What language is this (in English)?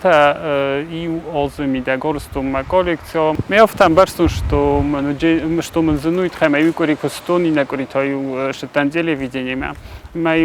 Ossetic